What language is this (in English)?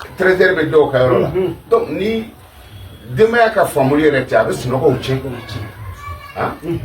Bambara